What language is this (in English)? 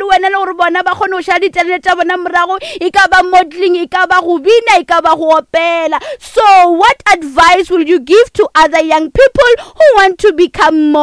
Northern Sotho